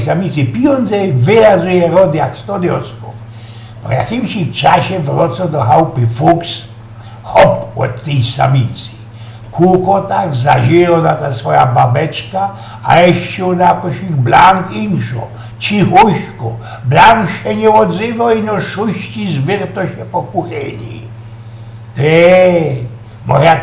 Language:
Silesian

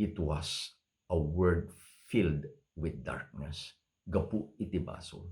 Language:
Iloko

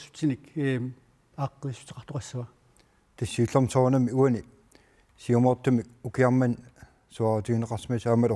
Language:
Kalaallisut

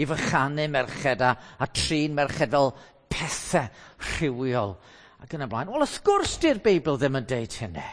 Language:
Welsh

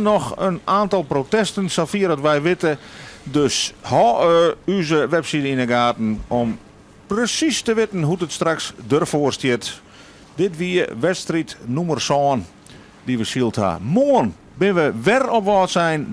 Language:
Western Frisian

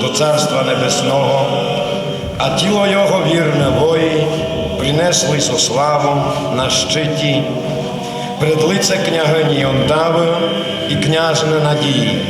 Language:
Rusyn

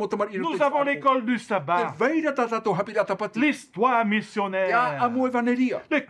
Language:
Tahitian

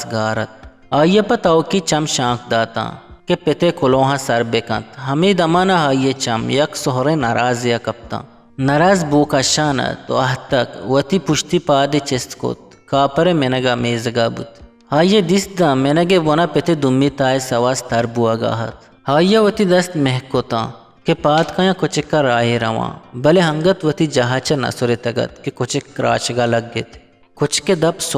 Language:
Eastern Balochi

